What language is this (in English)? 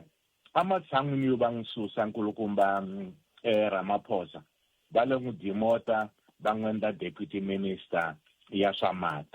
Tsonga